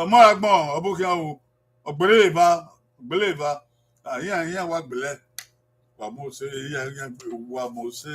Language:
Bini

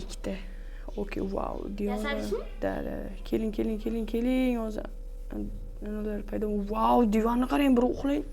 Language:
Uzbek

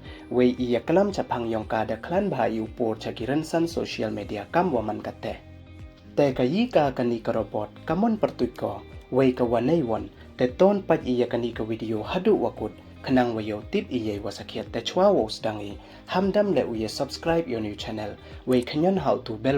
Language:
Pnar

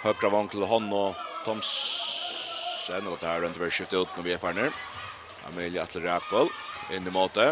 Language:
Faroese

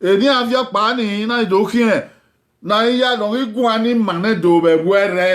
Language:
Bini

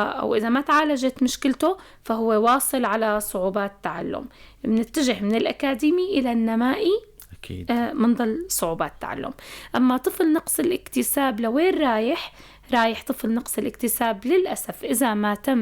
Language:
North Levantine Arabic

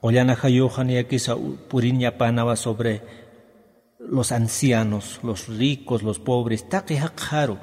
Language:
Aymara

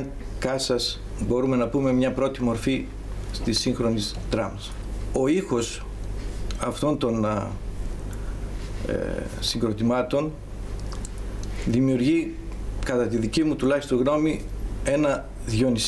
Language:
Greek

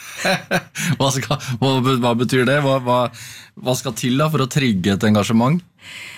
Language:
Norwegian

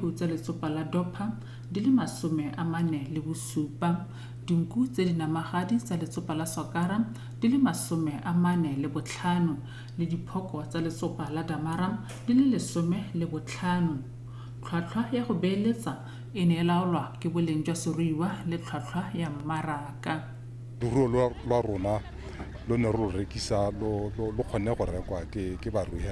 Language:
Tswana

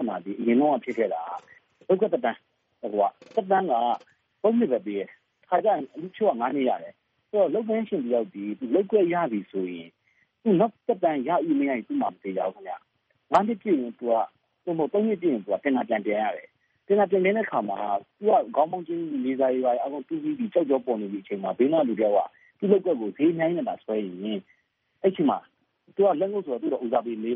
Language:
Burmese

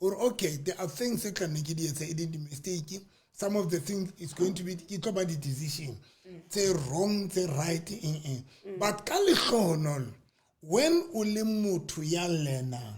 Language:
Southern Sotho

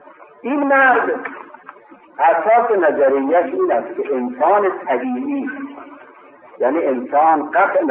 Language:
Persian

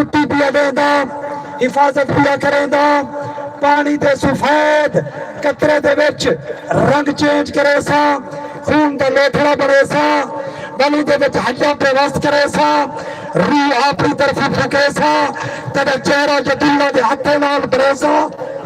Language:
Saraiki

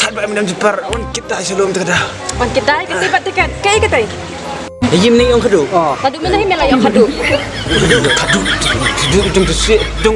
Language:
Khasi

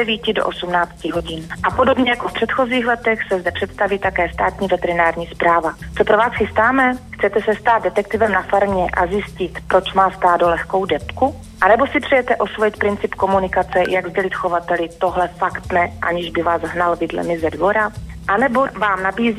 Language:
Czech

